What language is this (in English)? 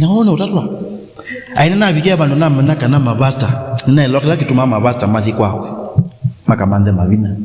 Kamba